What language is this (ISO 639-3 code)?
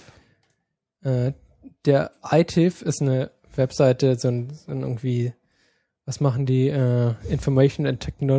deu